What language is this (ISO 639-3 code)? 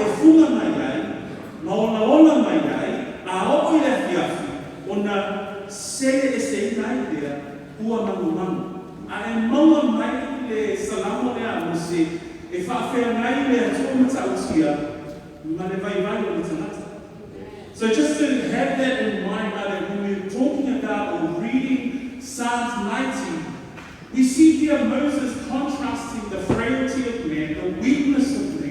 smo